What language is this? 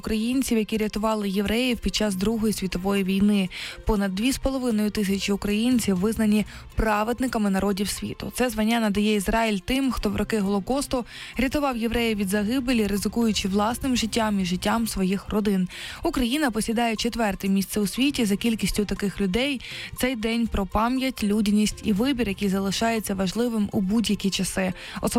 Ukrainian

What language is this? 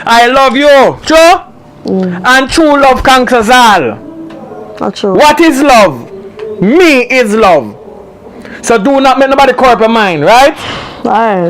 Jamaican Creole English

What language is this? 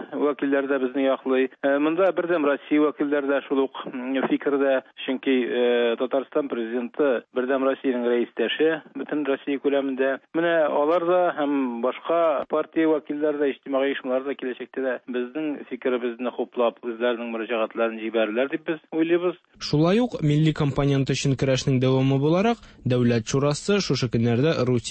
Tatar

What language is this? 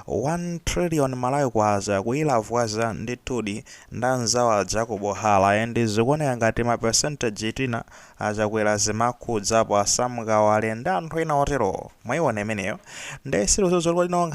Nyanja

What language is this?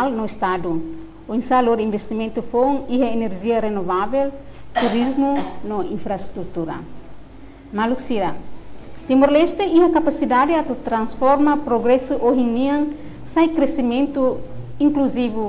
Tetum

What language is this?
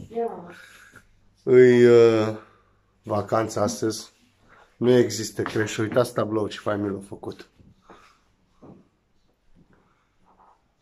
Romanian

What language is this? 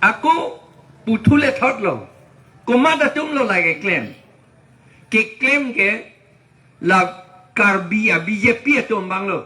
Karbi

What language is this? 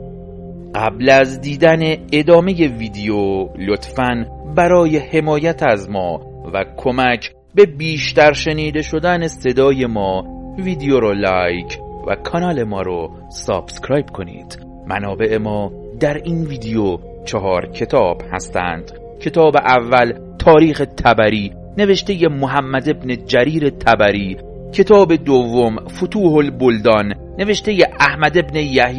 Persian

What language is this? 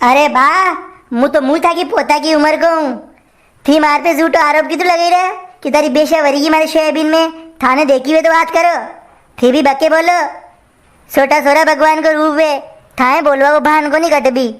Rajasthani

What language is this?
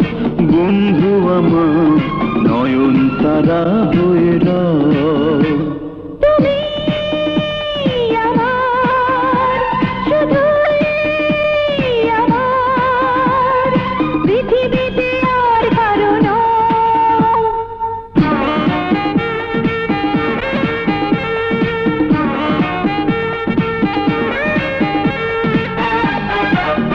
Bangla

